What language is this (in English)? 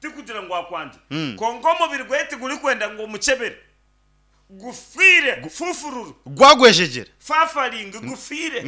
Nyankole